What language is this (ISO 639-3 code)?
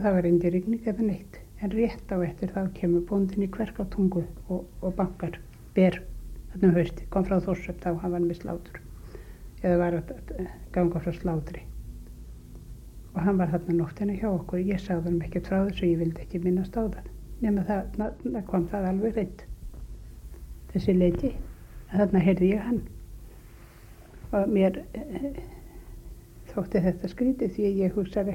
isl